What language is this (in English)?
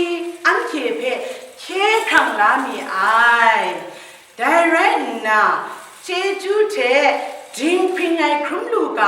Kachin